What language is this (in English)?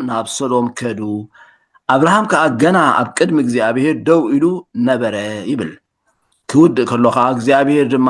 Tigrinya